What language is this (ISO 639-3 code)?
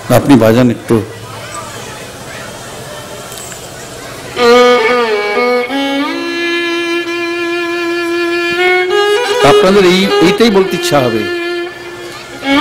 ben